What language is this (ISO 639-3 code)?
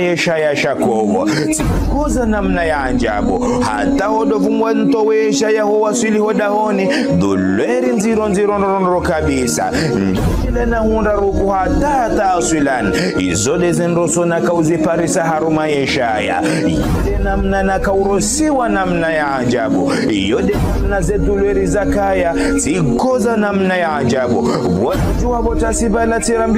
zdj